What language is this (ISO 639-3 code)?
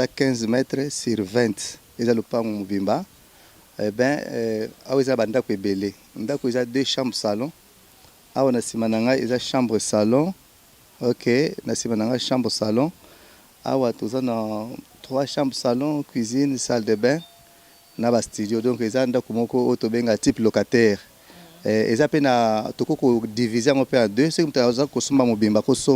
lin